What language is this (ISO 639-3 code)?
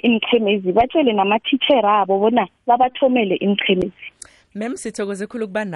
nbl